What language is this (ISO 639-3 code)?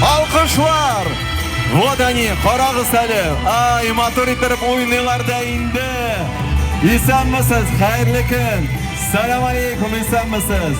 tat